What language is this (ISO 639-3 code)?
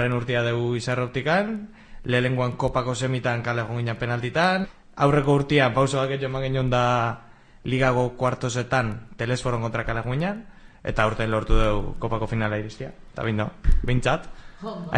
eus